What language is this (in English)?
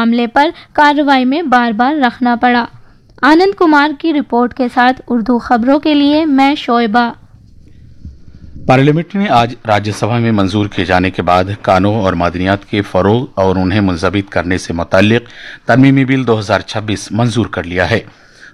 Urdu